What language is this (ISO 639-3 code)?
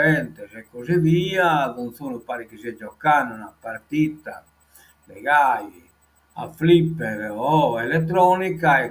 srd